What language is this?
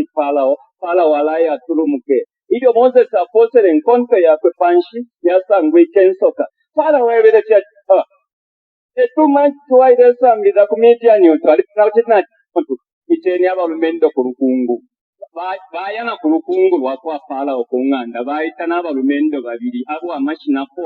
Bemba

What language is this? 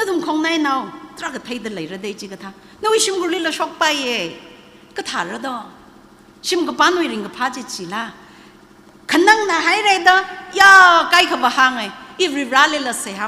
Tangkhul Naga (India)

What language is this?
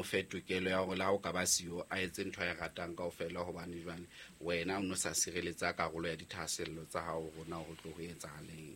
Southern Sotho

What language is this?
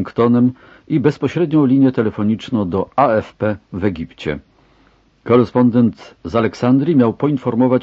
Polish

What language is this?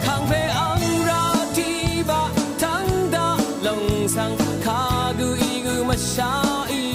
Rawang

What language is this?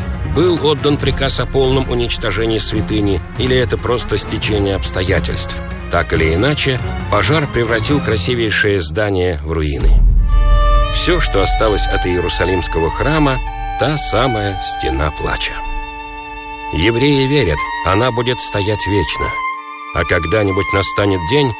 Russian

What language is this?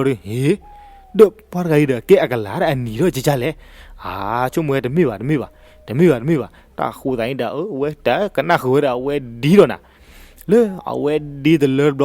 S'gaw Karen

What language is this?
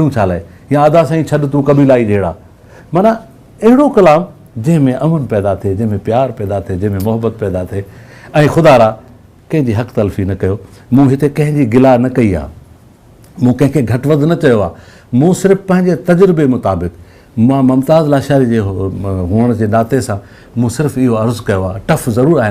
Sindhi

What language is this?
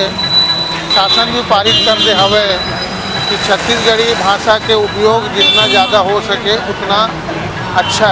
Chhattisgarhi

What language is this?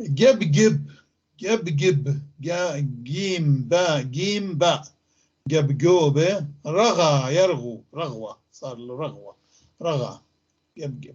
North Levantine Arabic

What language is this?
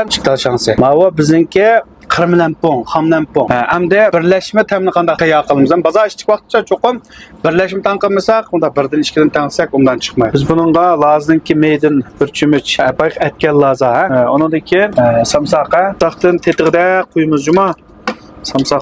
Uyghur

